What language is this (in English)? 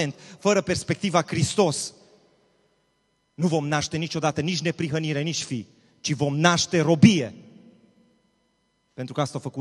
Romanian